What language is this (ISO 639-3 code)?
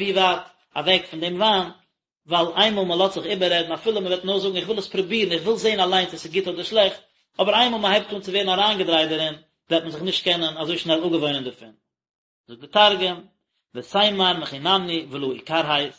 yid